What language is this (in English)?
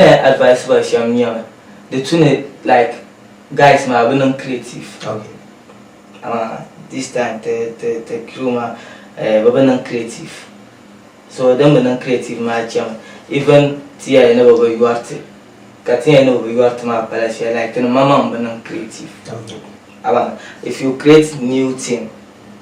Dagbani